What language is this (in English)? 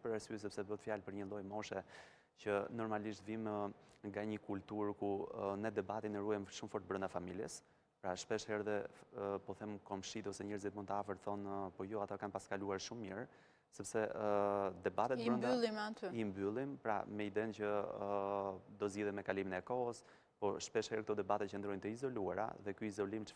Albanian